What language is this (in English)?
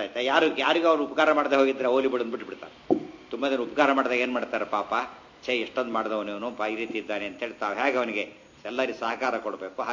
Kannada